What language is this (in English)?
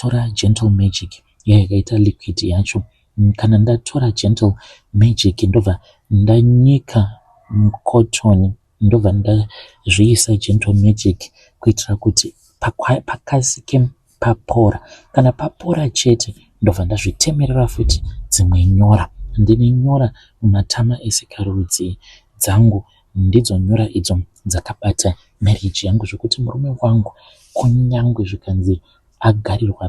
Shona